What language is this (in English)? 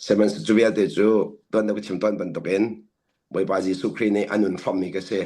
Hakha Chin